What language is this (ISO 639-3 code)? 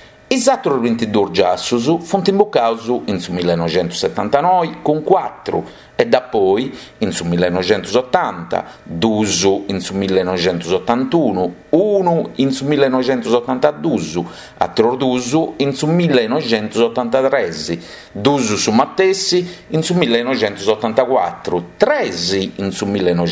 srd